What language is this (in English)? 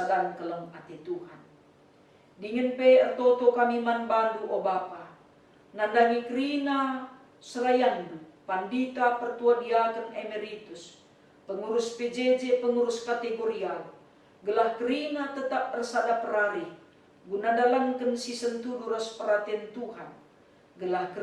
Batak Karo